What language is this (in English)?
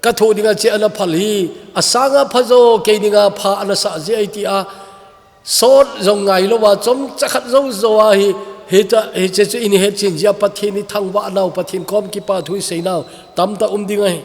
Thado Chin